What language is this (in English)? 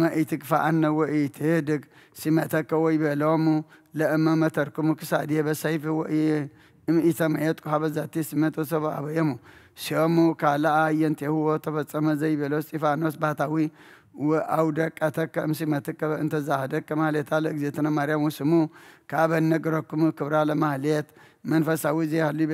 Geez